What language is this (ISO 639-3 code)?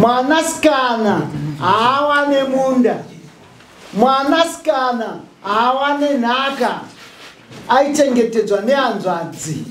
sna